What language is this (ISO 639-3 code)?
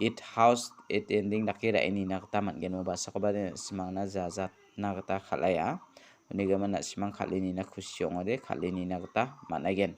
grt